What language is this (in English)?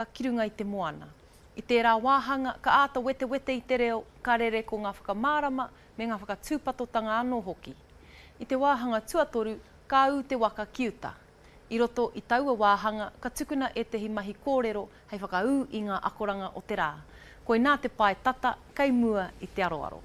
Māori